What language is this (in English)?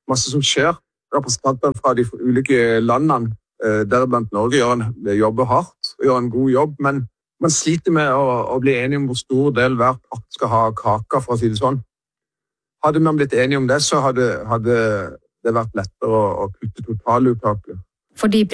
Norwegian